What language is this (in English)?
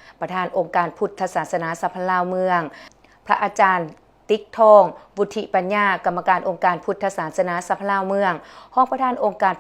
Lao